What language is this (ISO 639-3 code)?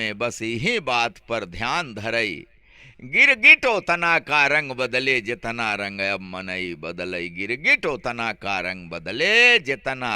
awa